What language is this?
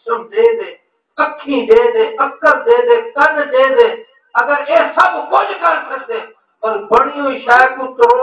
Saraiki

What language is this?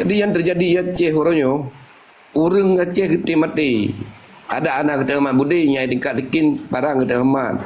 Achinese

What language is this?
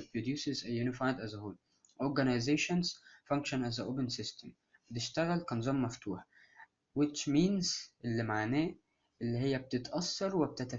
Egyptian Arabic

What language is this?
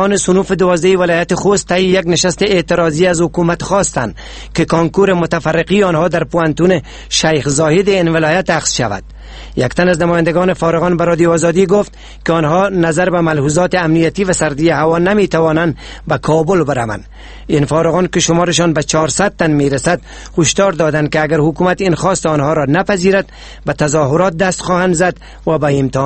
Persian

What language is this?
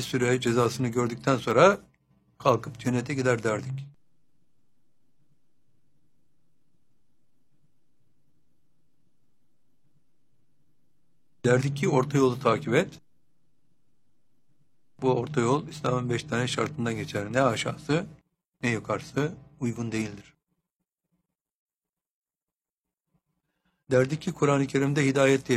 Turkish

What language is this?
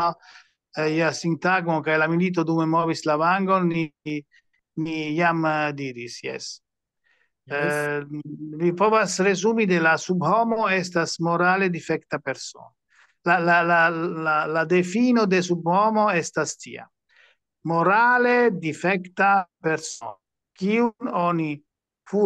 Esperanto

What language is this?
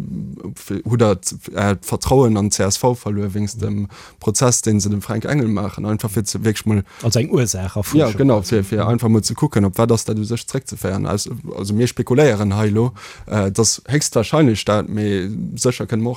Luxembourgish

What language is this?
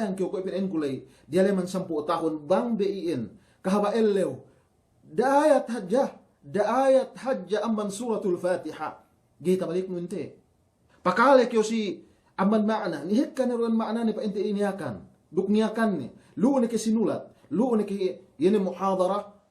Yakan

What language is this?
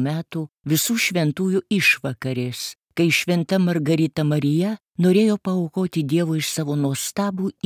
Lithuanian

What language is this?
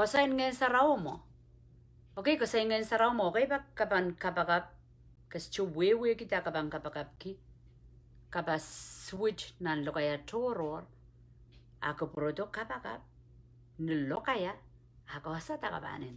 Pohnpeian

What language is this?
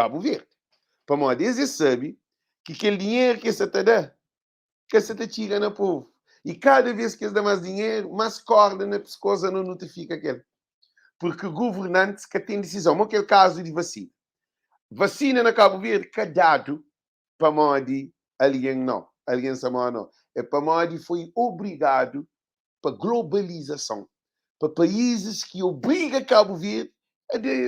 Kabuverdianu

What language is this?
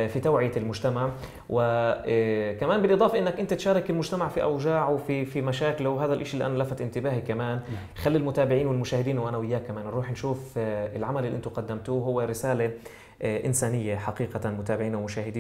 South Levantine Arabic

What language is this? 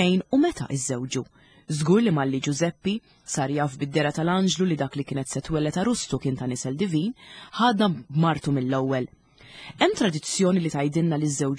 Maltese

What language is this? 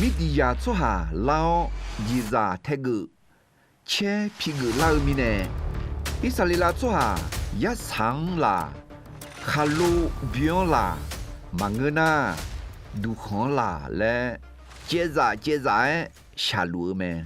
Akha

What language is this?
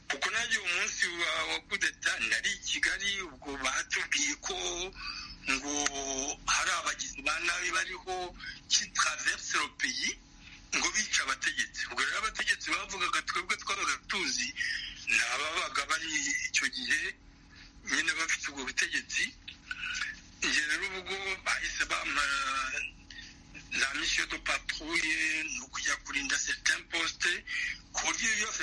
Kinyarwanda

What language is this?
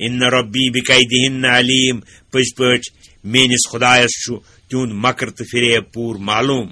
Kashmiri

